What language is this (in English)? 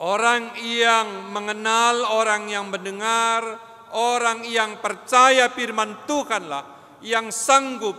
Batak Karo